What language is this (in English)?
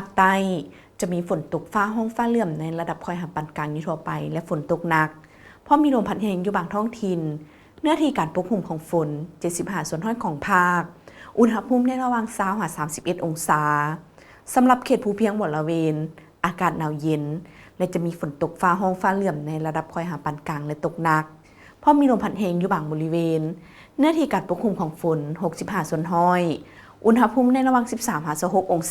Lao